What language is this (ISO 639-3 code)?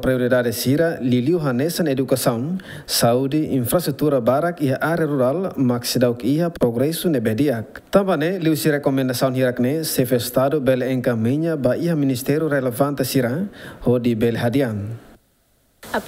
tet